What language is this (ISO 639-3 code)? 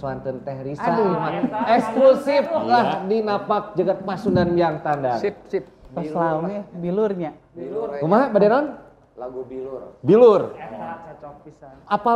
sun